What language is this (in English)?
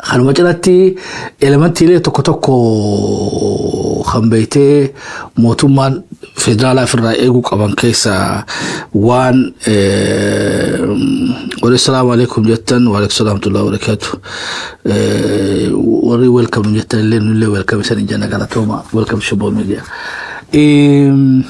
Oromo